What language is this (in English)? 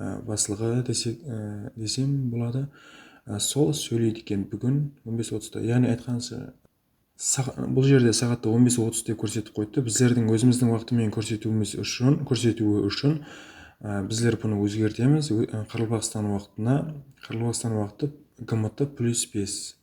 Kara-Kalpak